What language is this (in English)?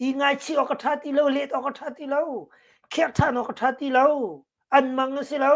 Hakha Chin